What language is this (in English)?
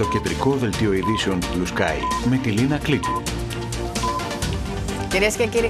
Greek